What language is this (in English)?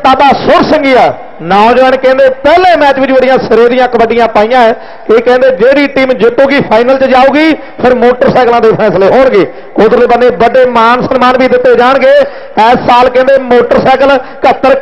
Punjabi